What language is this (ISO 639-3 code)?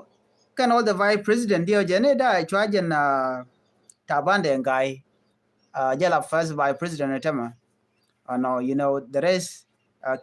nus